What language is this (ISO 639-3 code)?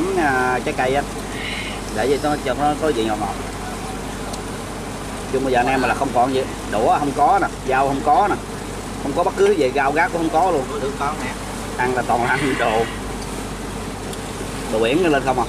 vie